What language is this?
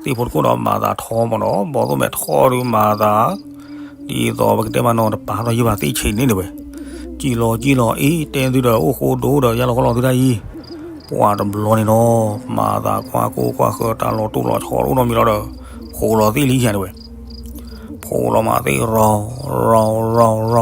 S'gaw Karen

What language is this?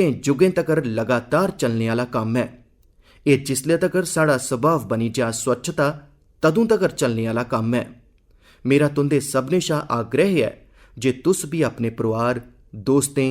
Dogri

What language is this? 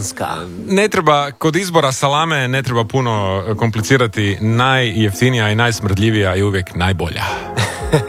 Croatian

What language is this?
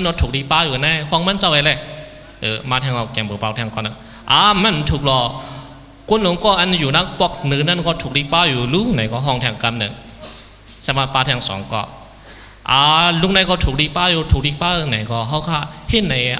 Shan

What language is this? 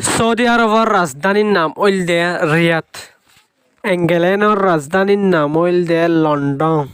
Rohingya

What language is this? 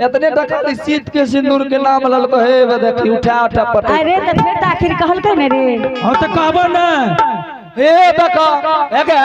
Angika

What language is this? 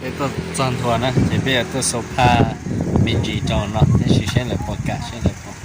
Hmong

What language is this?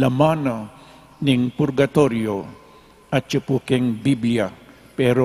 Pampanga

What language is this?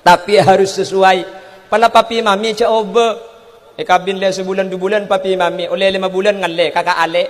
Madurese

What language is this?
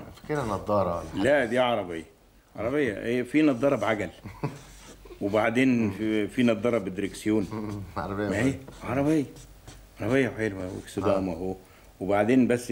Egyptian Arabic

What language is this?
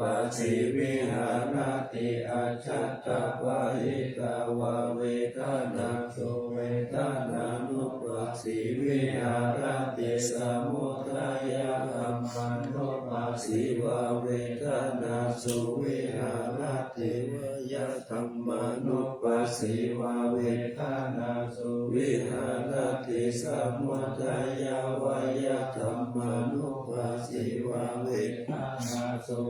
Pali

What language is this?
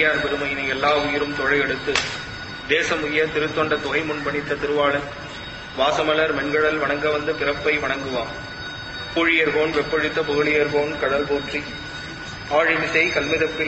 Tamil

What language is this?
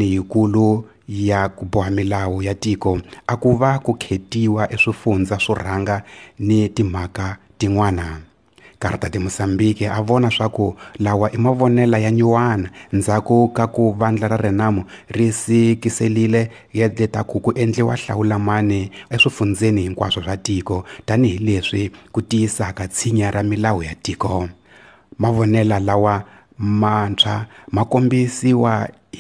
Tsonga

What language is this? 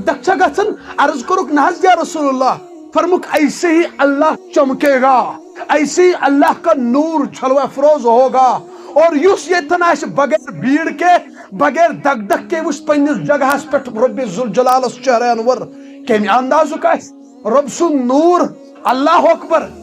Kashmiri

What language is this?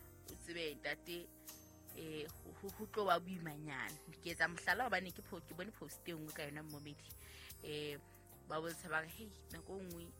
Southern Sotho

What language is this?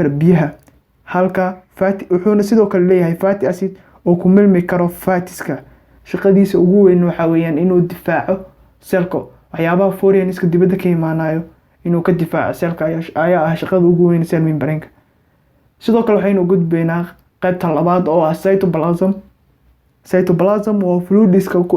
Somali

